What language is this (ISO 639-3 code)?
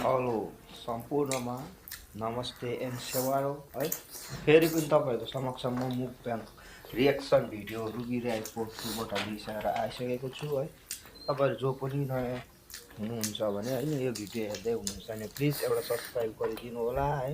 nep